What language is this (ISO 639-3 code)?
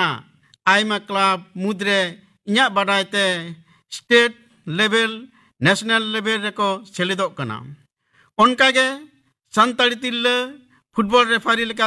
sat